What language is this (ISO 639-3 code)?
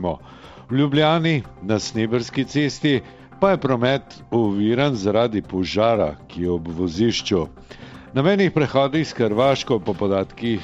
slv